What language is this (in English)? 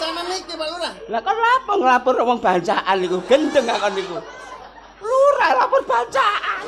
Javanese